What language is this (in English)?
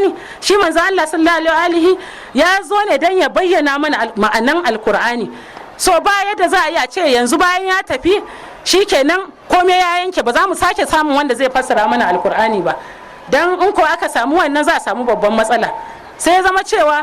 Hausa